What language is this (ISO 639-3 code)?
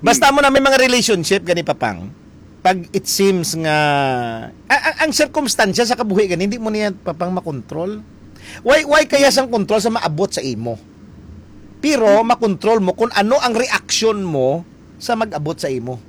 hil